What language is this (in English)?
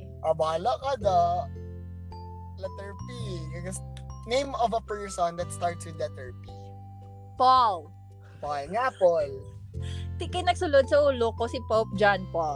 Filipino